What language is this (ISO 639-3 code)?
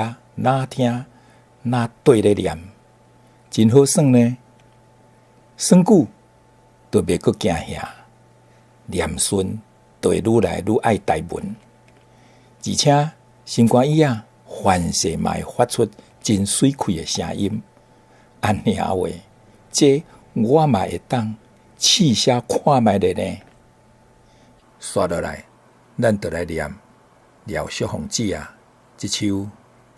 nan